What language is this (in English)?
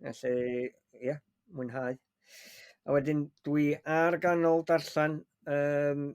Welsh